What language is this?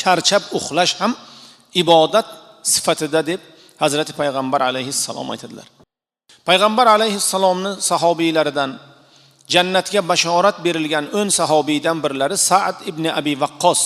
Uzbek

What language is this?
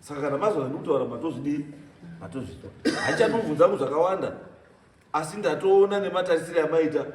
Shona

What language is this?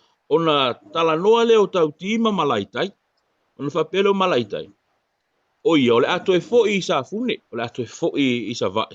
Samoan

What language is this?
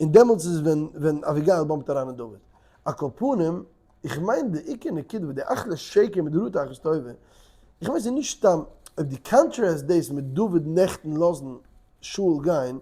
Yiddish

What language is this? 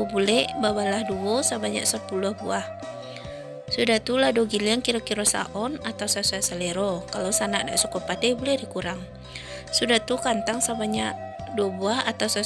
Minangkabau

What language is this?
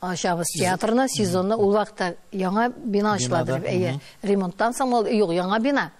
Tatar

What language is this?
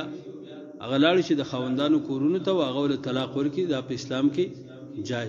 Pashto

